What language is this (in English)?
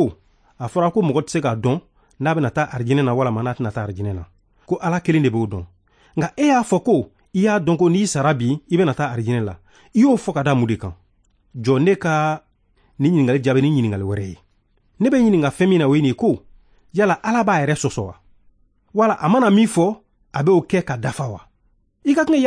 Bambara